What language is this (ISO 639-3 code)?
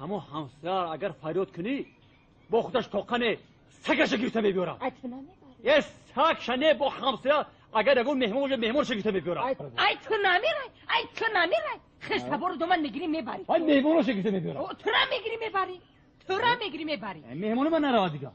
tgk